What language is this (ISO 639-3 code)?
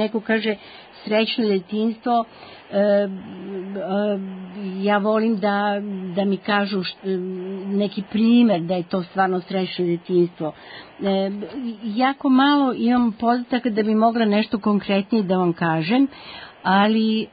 srp